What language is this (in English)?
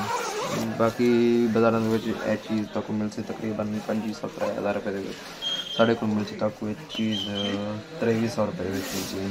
Saraiki